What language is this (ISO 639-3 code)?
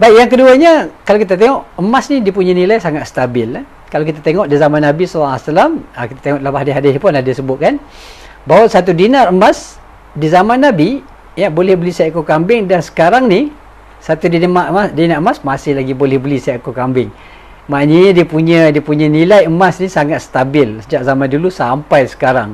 msa